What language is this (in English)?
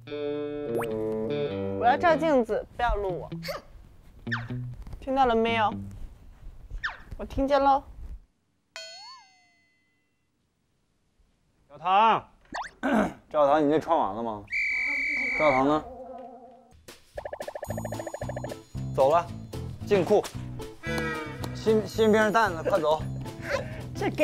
Chinese